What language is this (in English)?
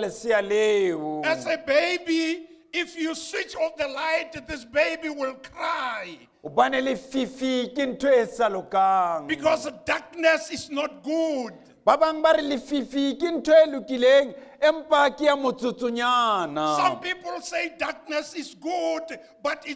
Southern Sotho